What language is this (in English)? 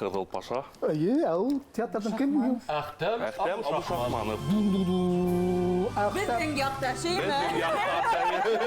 Bashkir